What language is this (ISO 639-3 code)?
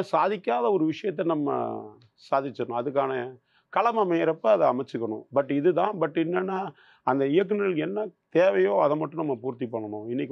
tam